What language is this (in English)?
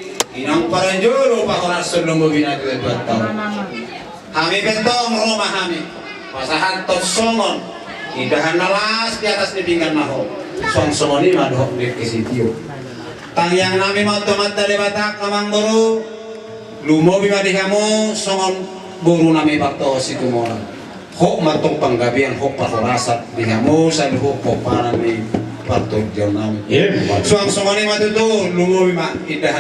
Batak Toba